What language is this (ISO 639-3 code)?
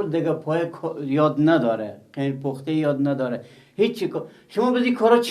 fas